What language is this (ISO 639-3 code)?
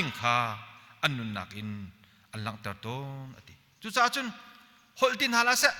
cnh